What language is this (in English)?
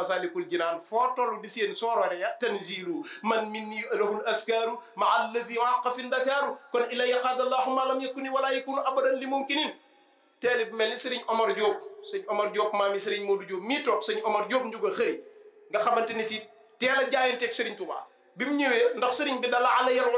Wolof